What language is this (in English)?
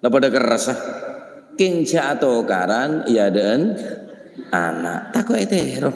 Madurese